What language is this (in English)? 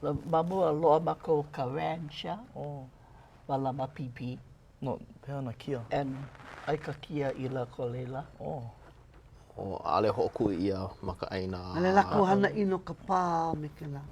Hawaiian